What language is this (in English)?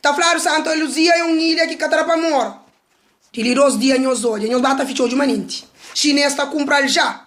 Kabuverdianu